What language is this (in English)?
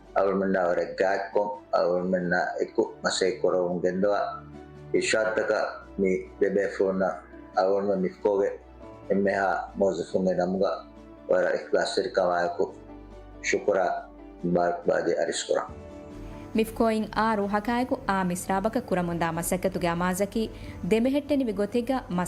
Divehi